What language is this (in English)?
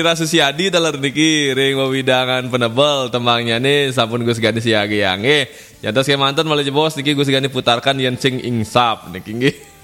Balinese